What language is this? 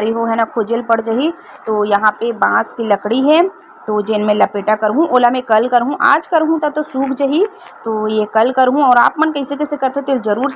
Chhattisgarhi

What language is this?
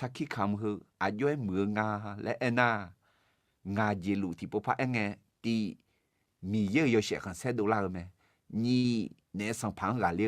Akha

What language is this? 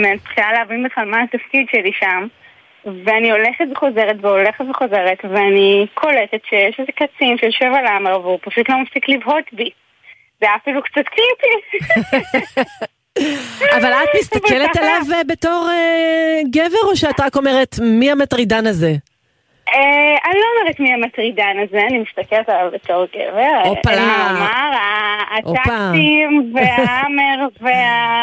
Hebrew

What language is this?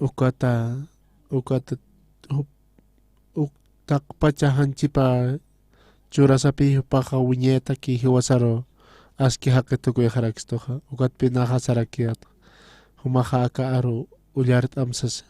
Aymara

